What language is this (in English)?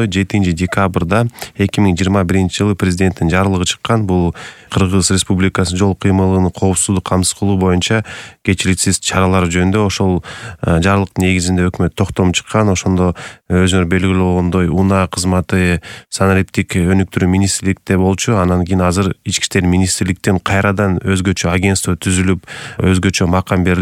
Kyrgyz